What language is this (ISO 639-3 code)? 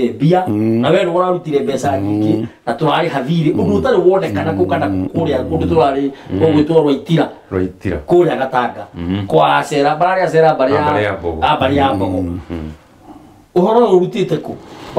kik